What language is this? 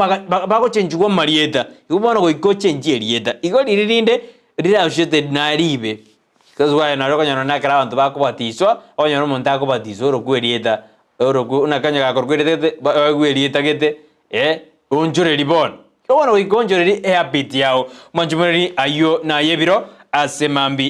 Gusii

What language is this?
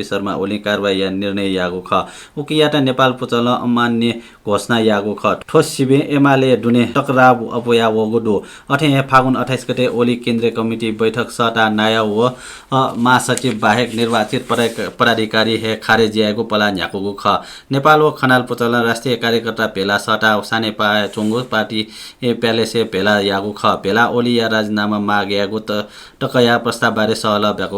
Newari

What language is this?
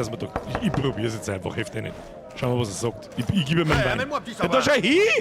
Bavarian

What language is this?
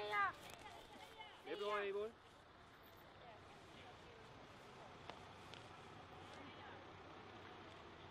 Swedish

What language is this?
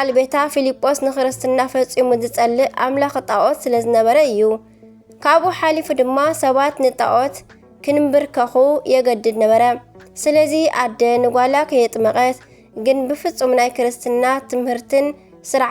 Tigrinya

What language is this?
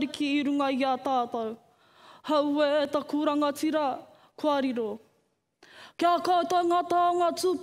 Māori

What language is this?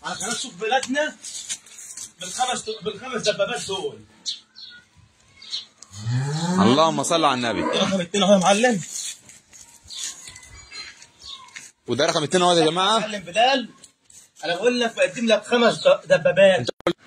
Egyptian Arabic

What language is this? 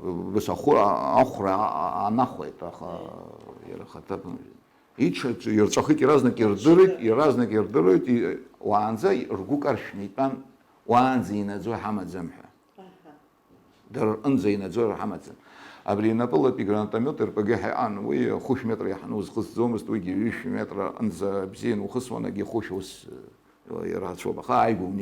Abkhazian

